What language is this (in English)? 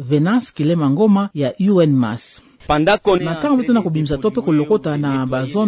Kituba (Democratic Republic of Congo)